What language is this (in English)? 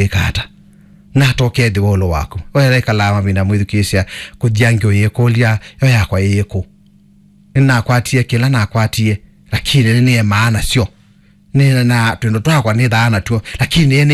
Kamba